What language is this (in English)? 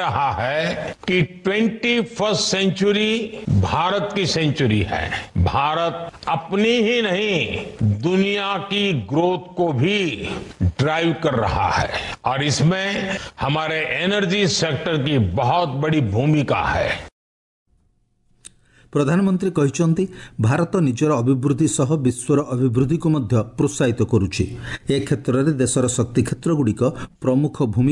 Odia